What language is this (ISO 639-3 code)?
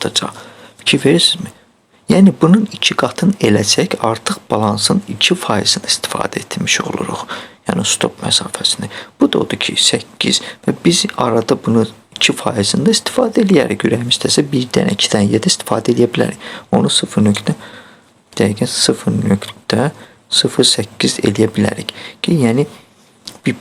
aze